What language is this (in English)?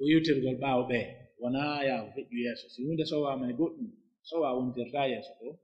Pular